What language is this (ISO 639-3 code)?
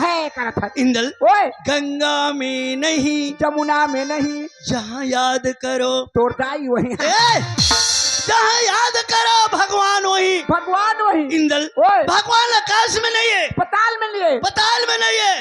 hne